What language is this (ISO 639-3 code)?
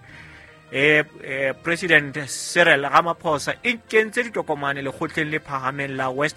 sot